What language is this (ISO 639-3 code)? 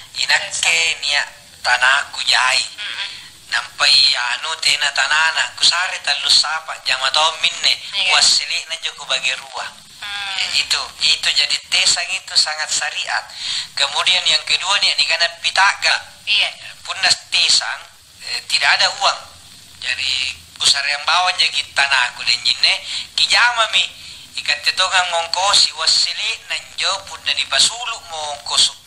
mak